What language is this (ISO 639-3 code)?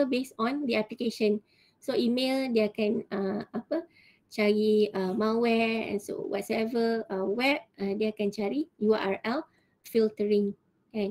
msa